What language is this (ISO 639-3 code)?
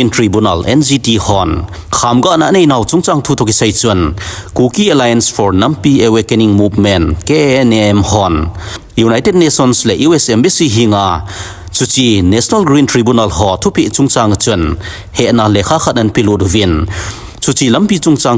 tcz